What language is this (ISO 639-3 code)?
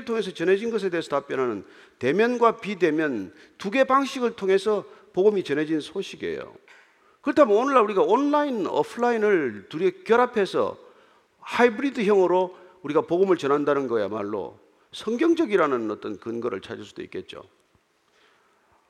kor